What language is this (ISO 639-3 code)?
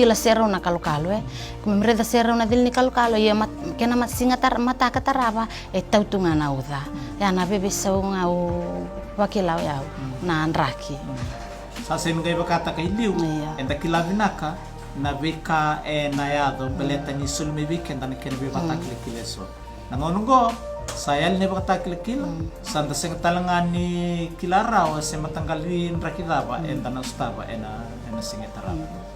fij